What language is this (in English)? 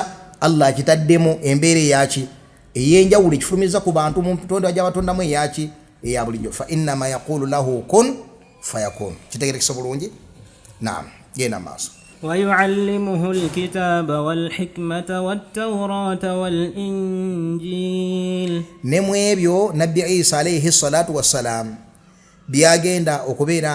Ganda